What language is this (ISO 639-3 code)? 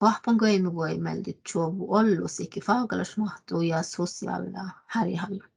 sme